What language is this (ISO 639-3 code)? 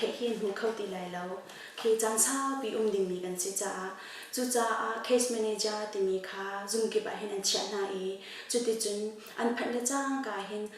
cnh